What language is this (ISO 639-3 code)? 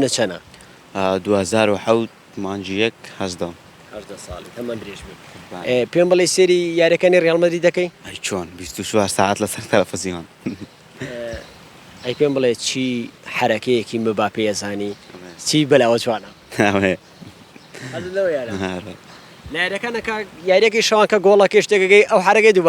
ckb